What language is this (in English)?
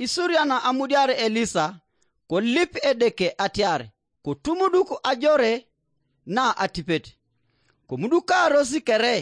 Teso